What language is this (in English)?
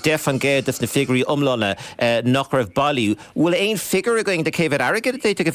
Irish